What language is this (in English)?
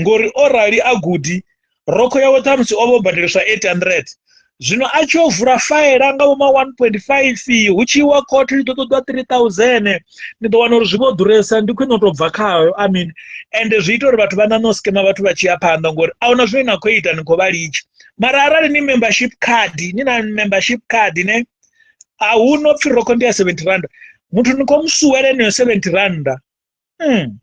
Venda